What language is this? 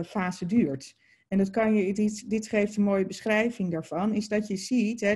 Dutch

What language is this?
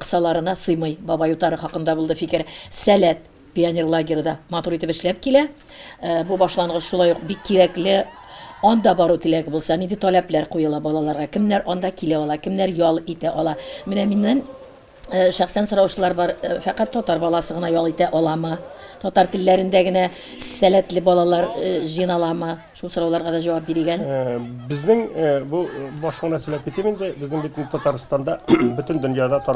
Tatar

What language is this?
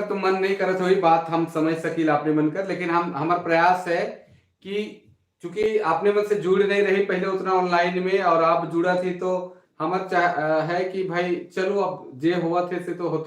Sadri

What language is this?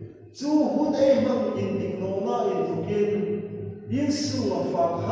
Hmar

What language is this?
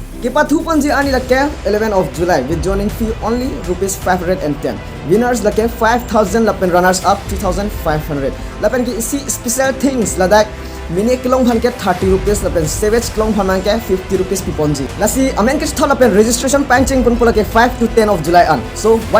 Karbi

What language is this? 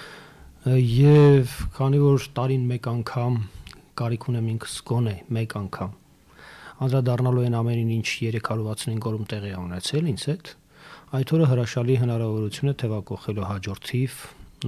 Armenian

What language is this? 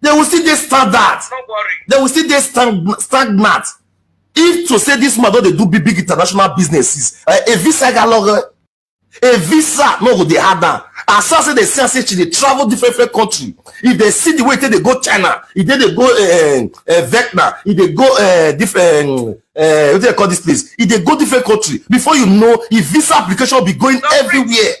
Nigerian Pidgin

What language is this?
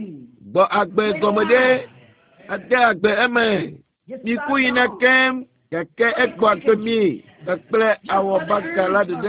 Ewe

